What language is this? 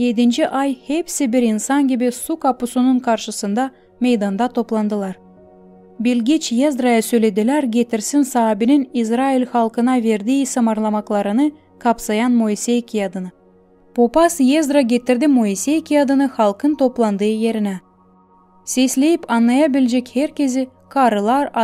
Gagauz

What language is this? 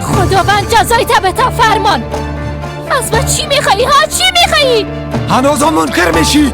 Persian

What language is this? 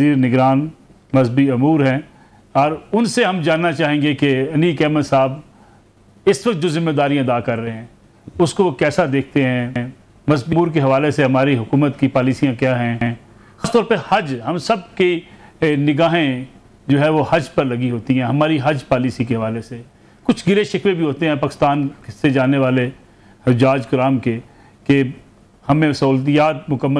Urdu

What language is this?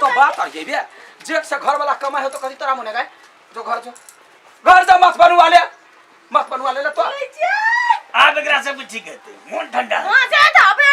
Maithili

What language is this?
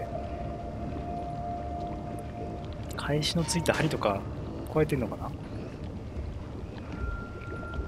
Japanese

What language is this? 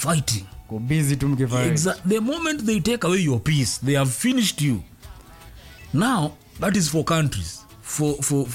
Swahili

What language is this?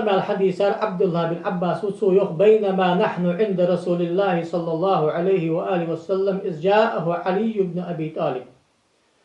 Ingush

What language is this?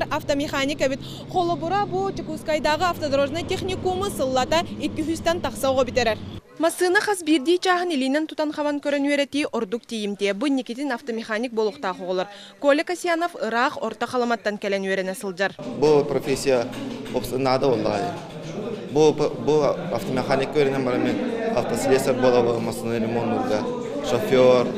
Yakut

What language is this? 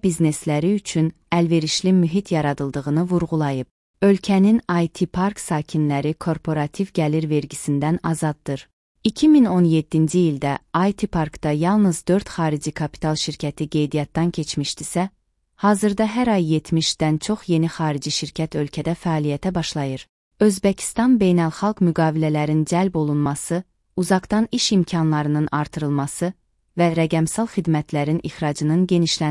Azerbaijani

